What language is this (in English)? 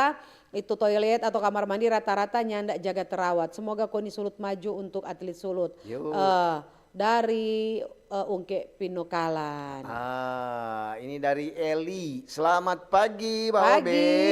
Manado Malay